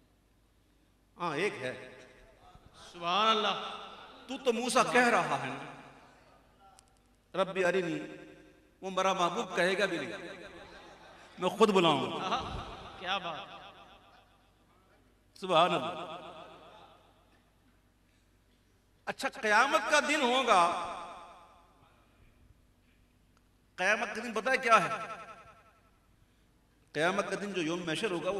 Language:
Urdu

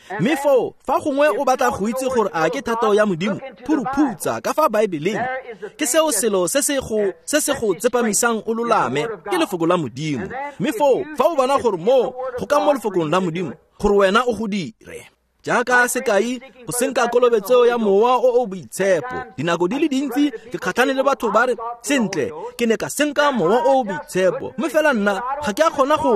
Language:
Tswana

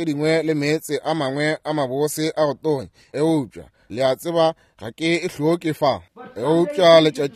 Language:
Northern Sotho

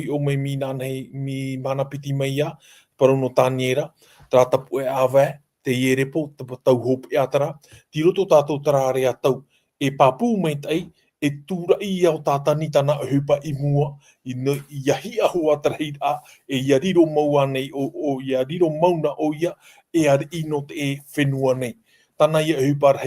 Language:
Tahitian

